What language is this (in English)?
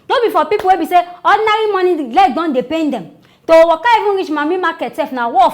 Nigerian Pidgin